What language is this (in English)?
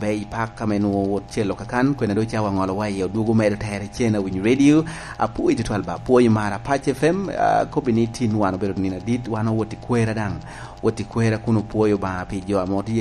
Lango (Uganda)